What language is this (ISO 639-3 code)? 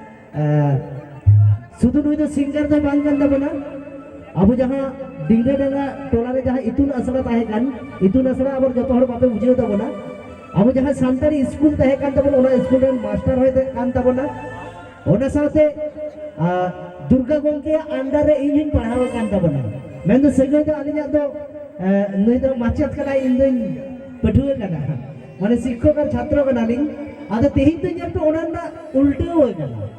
sat